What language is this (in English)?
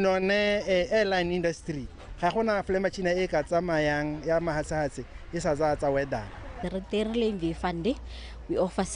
Tswana